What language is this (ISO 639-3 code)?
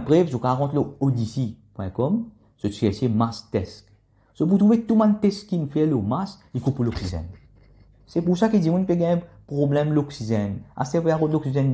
mfe